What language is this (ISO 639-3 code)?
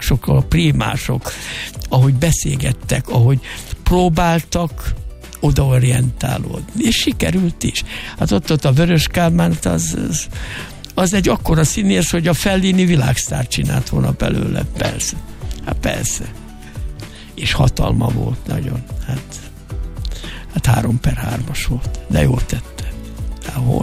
hun